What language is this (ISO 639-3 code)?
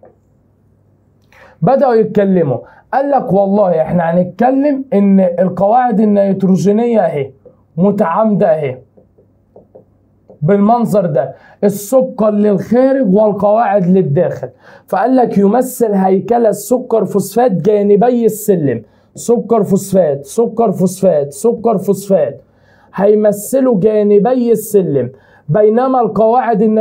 arz